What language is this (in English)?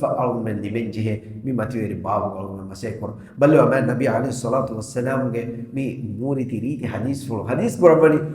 Divehi